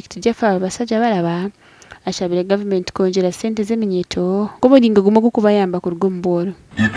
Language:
Nyankole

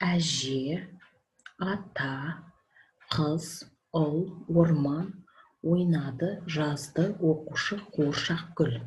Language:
Kazakh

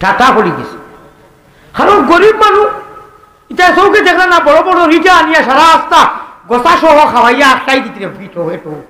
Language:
Sylheti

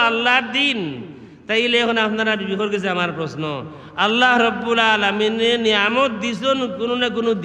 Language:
Sylheti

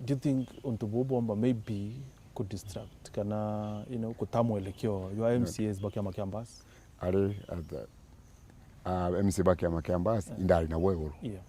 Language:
Meru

